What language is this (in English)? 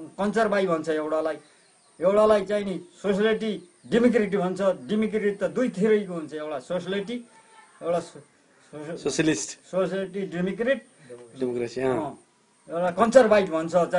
Nepali